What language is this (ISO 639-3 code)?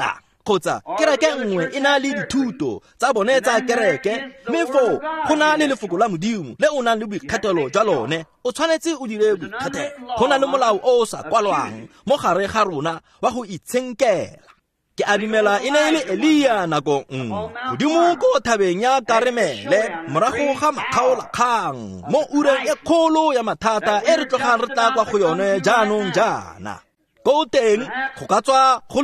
tsn